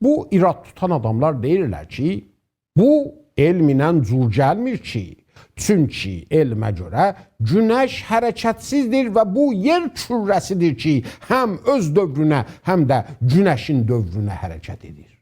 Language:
South Azerbaijani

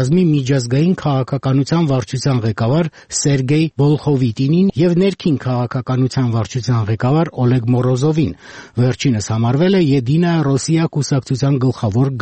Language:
Armenian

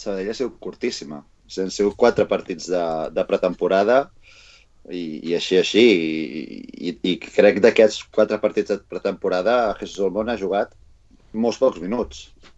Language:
Catalan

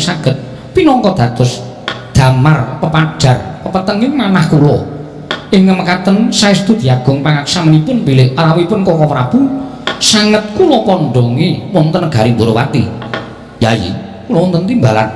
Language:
Javanese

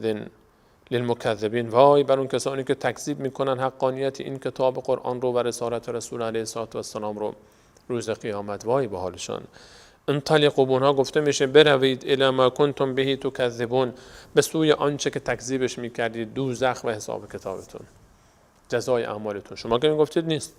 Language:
Persian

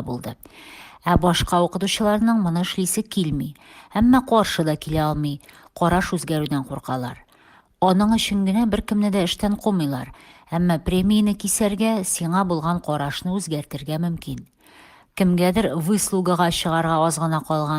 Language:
Tatar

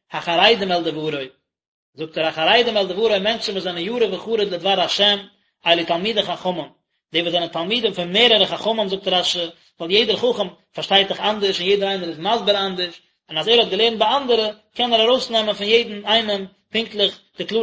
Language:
Yiddish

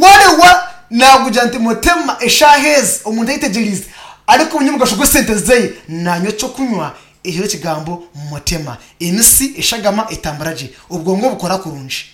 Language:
Nyankole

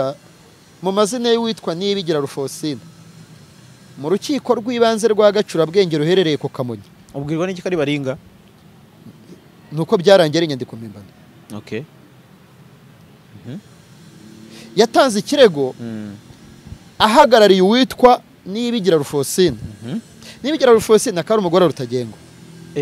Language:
Kinyarwanda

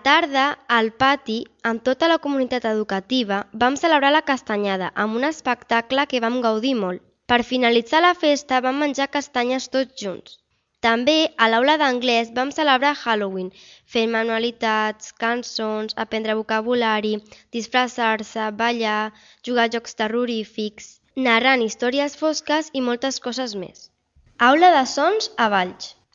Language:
Catalan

